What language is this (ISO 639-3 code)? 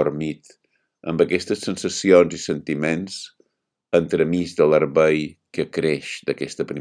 cat